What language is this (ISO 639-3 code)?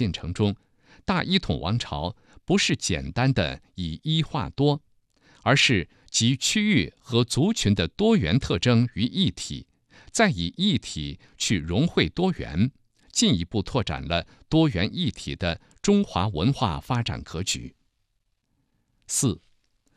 zho